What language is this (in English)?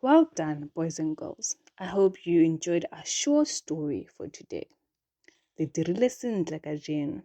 Tswana